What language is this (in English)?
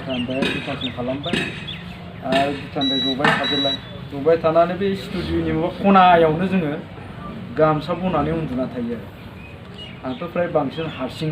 Bodo